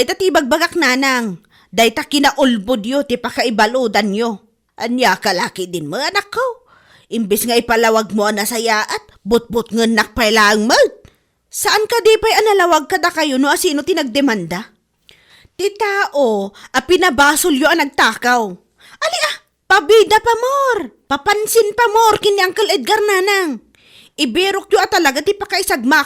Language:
Iloko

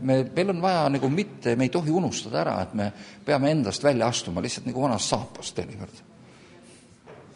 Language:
Estonian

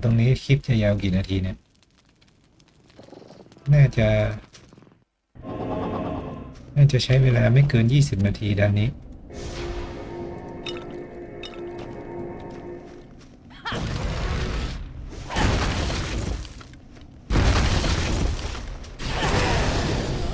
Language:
Thai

